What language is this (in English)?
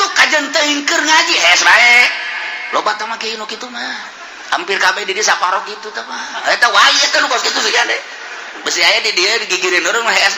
Sundanese